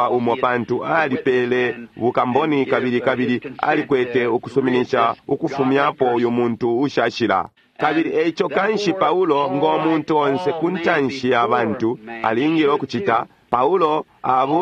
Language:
Bemba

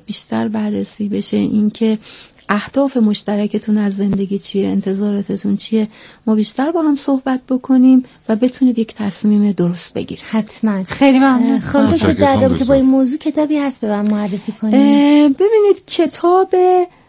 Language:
Persian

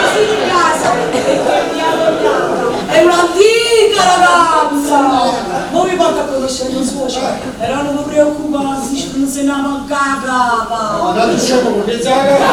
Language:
Neapolitan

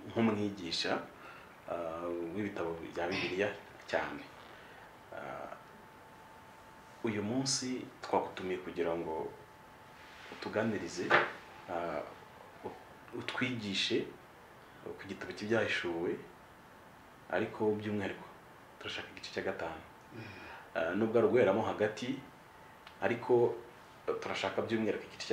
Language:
Kinyarwanda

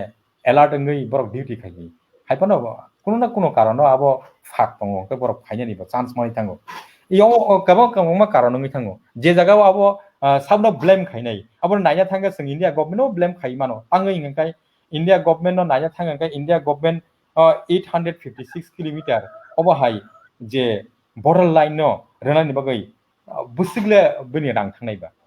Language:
Kok Borok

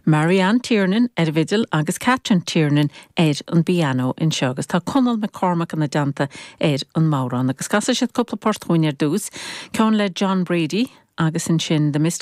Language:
Irish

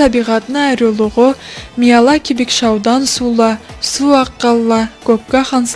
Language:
Karachay-Balkar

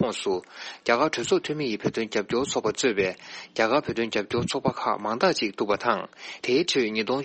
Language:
Tibetan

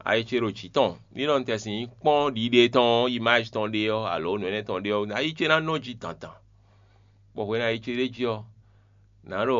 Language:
Fon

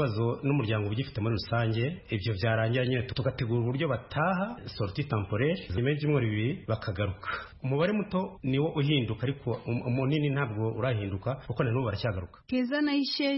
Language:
Kinyarwanda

